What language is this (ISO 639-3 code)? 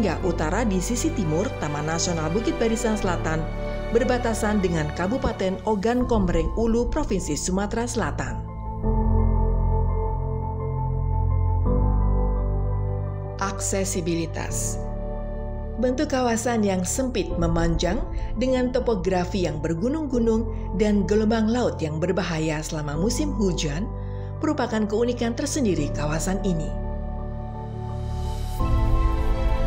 ind